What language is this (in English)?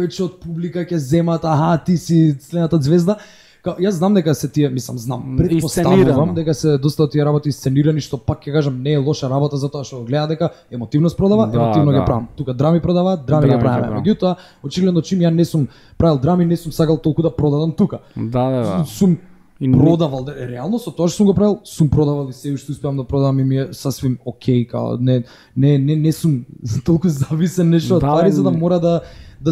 Macedonian